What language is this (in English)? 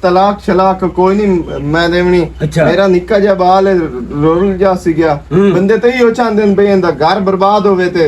Western Panjabi